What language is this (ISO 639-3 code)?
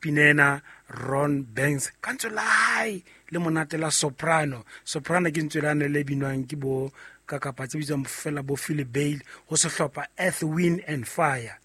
sot